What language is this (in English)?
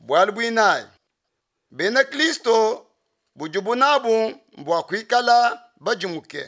Luba-Lulua